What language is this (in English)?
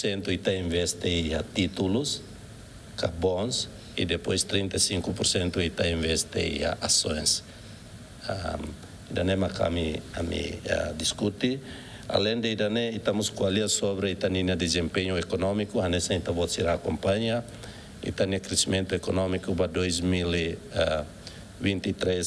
Tetum